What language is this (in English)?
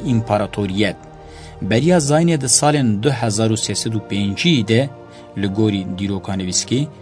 Kurdish